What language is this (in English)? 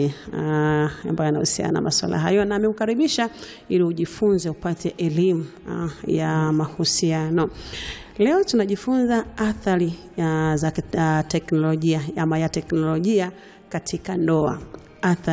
Swahili